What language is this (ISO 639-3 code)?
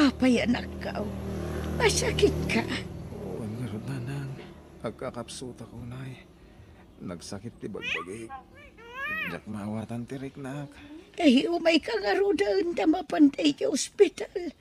ilo